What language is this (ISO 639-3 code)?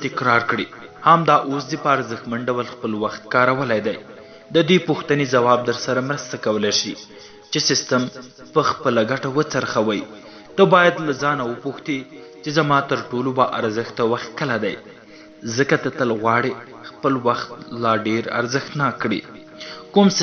pus